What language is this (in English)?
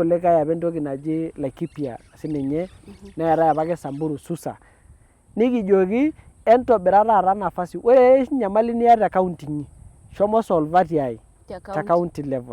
Masai